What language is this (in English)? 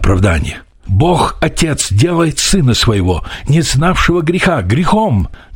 Russian